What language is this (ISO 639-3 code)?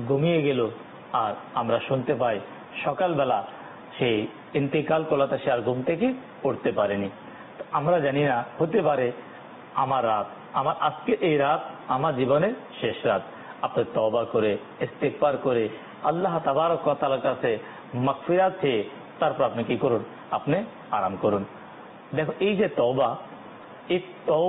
ben